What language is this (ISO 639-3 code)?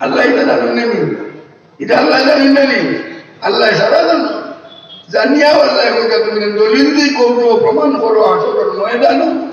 syl